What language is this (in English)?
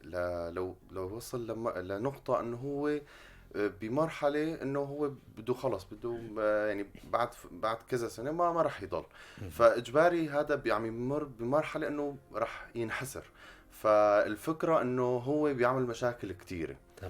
North Levantine Arabic